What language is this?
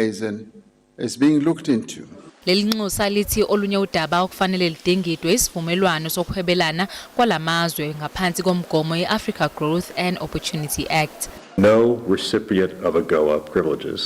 Zulu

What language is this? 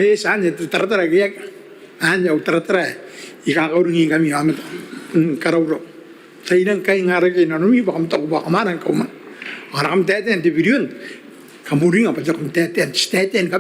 Gilbertese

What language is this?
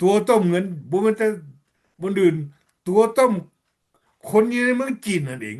Lao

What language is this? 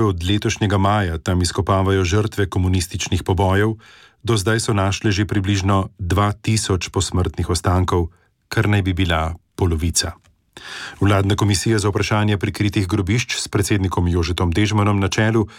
Slovenian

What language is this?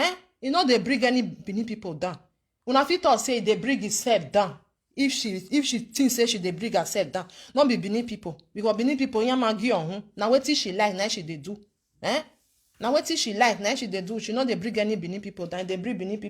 Nigerian Pidgin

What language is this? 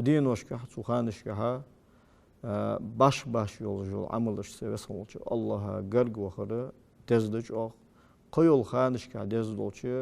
Ingush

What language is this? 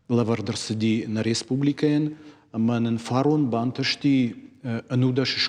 Ossetic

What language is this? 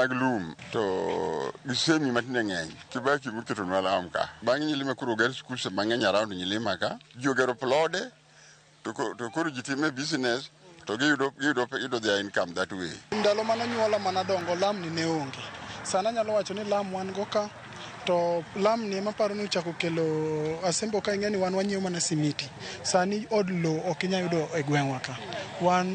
Luo (Kenya and Tanzania)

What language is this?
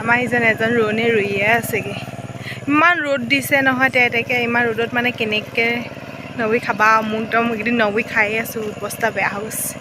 Assamese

